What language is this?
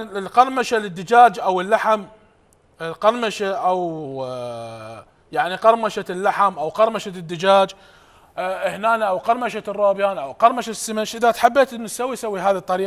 Mesopotamian Arabic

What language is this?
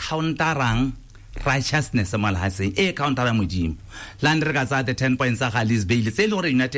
Tswana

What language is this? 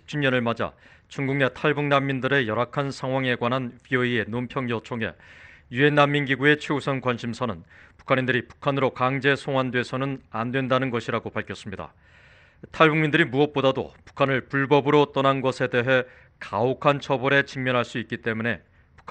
Korean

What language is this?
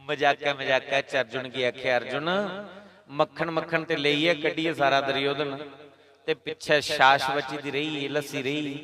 Dogri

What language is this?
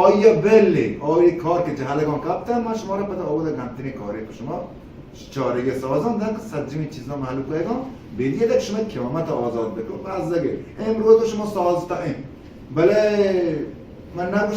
Baluchi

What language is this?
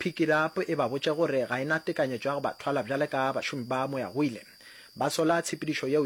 Northern Sotho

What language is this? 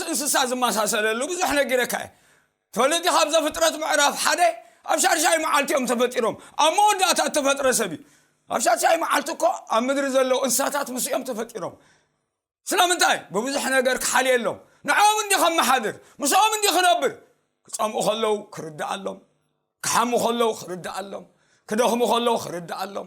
Tigrinya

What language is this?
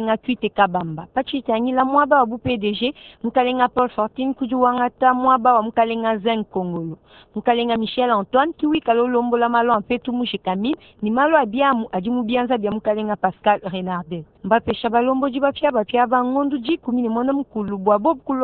Luba-Lulua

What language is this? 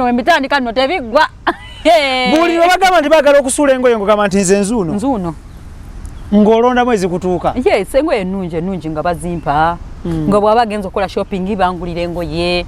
Ganda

